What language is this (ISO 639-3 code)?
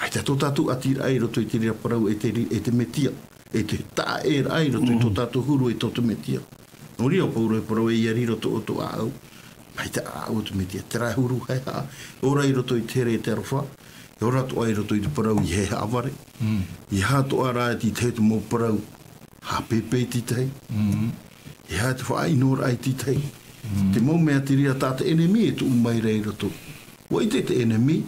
tah